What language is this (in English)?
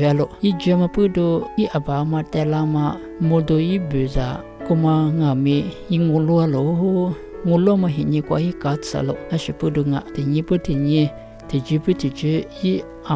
Lisu